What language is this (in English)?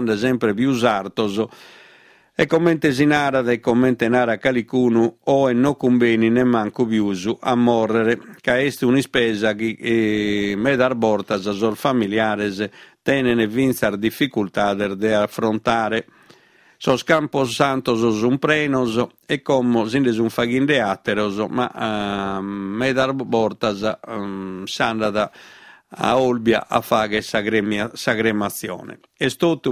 Sardinian